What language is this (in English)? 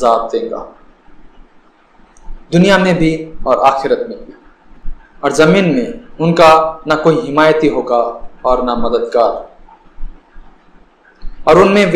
Urdu